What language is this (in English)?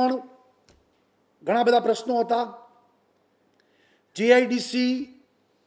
Gujarati